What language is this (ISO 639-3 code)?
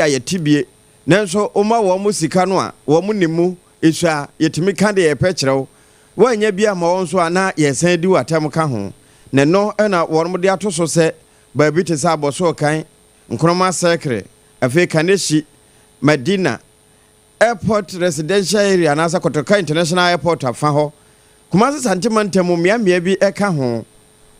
aka